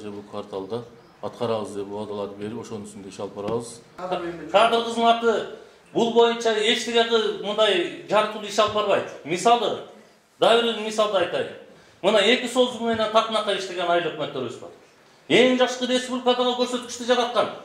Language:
Kyrgyz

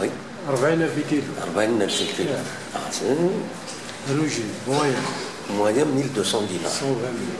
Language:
Kabyle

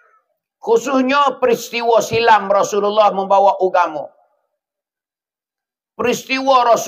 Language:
Pattani Malay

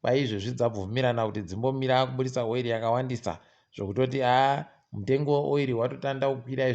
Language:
Ndau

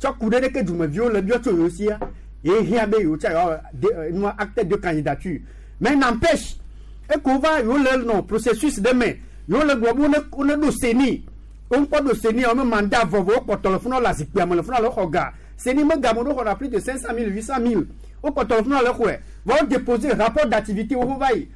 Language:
Gen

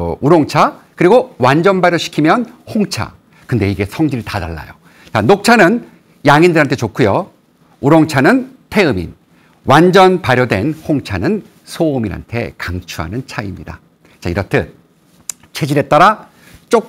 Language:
Korean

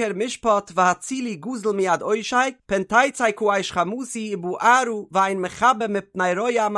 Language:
Yiddish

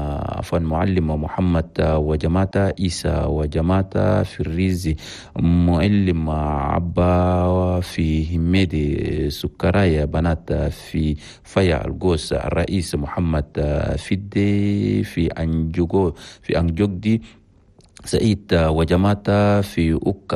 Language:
Chadian Arabic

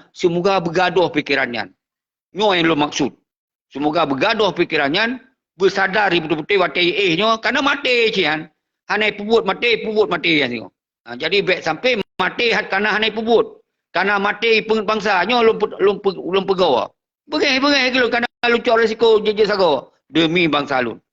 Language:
Achinese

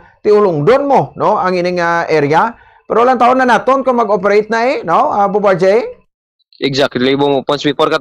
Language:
Hiligaynon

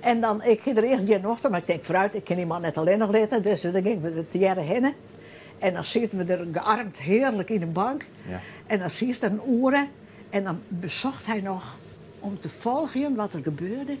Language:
Western Frisian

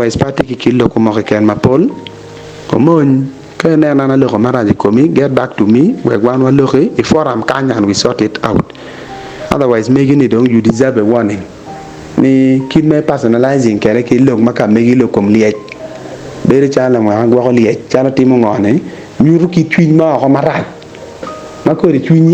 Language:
Acoli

